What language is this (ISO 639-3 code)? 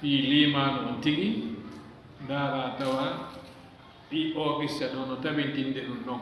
ful